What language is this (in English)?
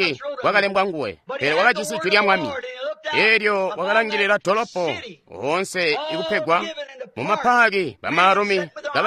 Tonga (Zambia)